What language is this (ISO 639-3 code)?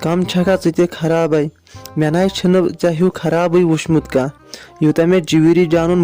kas